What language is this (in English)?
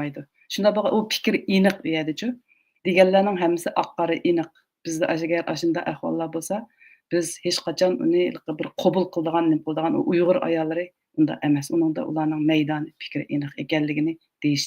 Uyghur